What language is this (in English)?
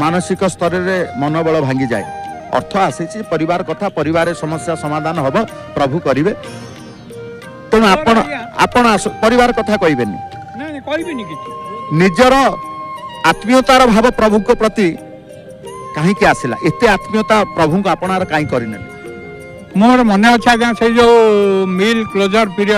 Odia